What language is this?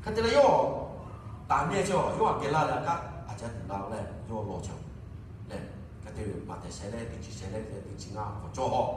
Lahu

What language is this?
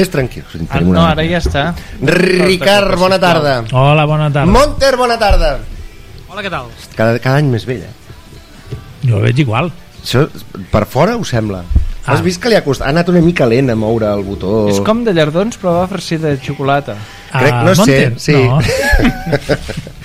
Catalan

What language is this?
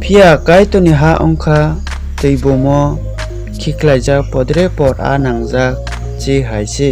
Kok Borok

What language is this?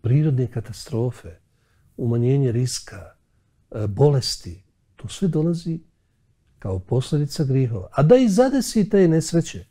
Bosnian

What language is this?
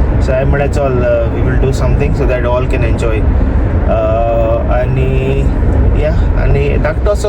Konkani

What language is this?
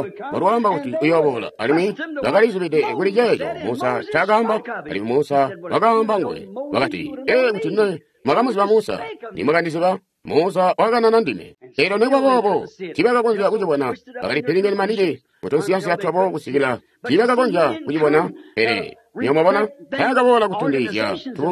Tonga (Zambia)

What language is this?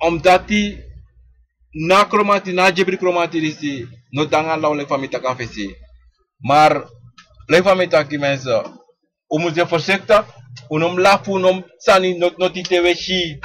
Sranan Tongo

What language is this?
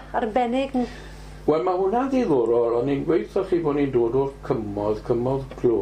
Welsh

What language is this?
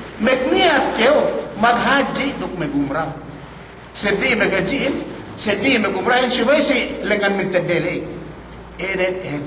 Yakan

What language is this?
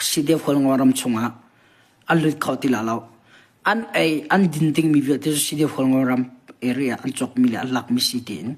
Hakha Chin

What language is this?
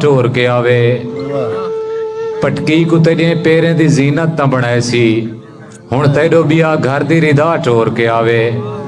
Saraiki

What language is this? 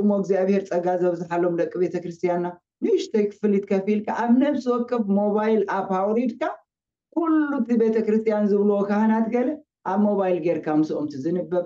Tigrinya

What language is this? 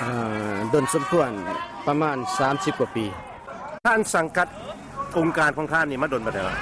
Lao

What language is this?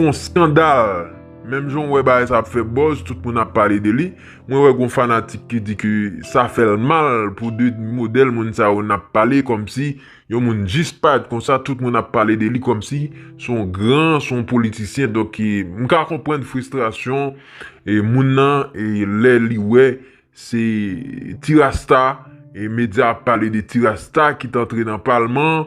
Haitian Creole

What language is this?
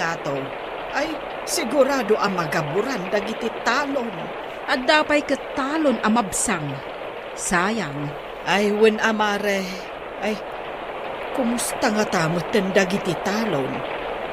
Iloko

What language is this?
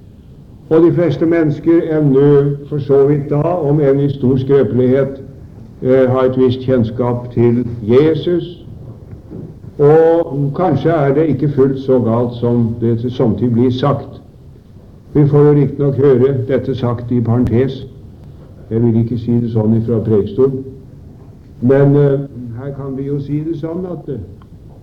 Norwegian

